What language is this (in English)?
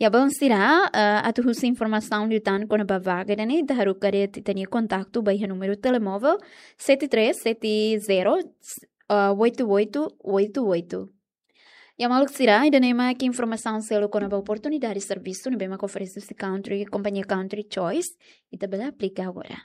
Tetum